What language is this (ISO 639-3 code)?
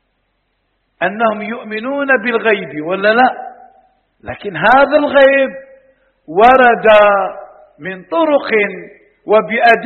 ara